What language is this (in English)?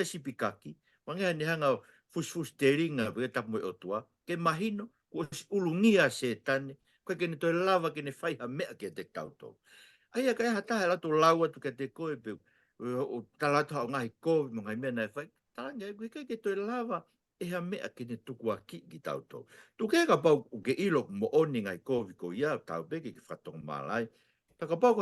Tongan